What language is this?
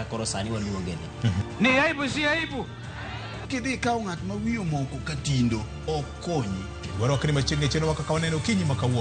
Luo (Kenya and Tanzania)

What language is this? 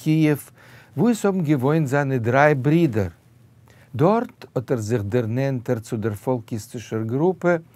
Yiddish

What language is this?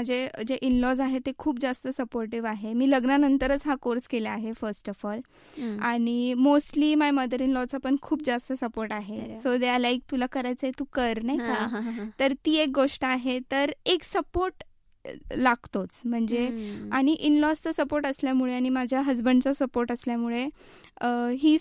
Marathi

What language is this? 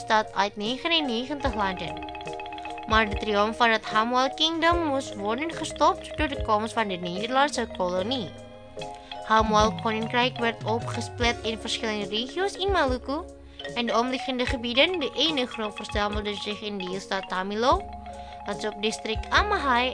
Dutch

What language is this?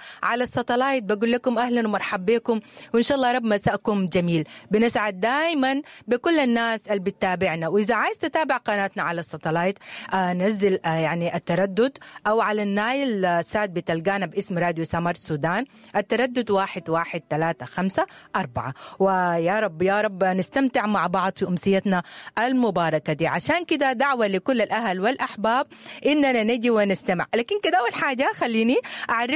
Sudanese Arabic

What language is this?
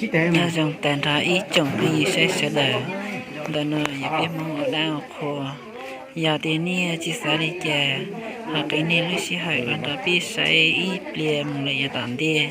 Hmong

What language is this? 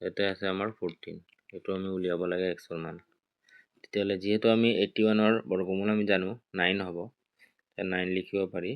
Assamese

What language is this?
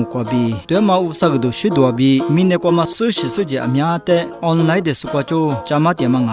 Lisu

